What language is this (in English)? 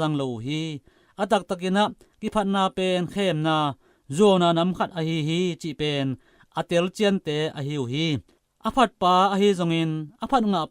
Tedim Chin